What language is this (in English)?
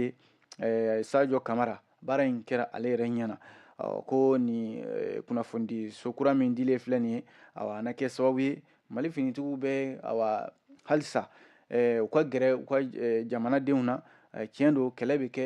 Bambara